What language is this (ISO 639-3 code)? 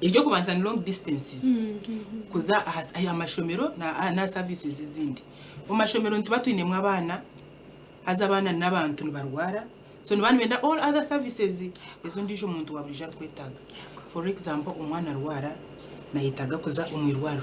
nyn